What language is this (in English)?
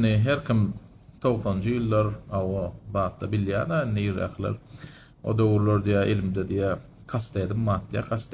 Turkmen